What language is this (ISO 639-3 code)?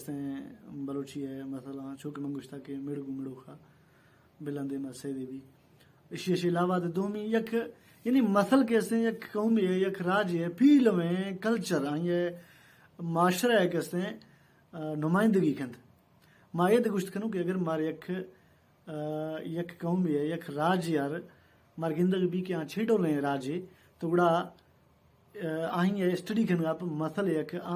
bal